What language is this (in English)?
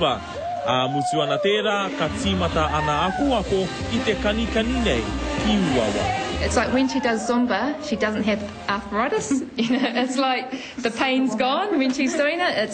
Māori